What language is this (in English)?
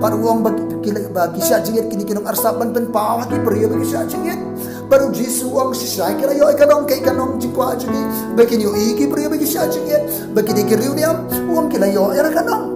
Khasi